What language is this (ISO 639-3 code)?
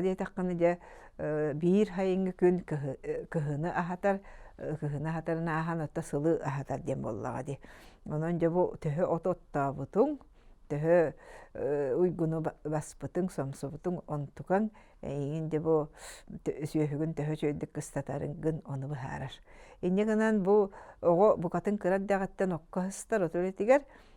sah